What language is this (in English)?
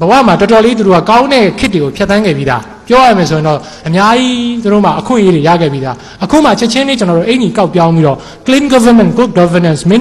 Burmese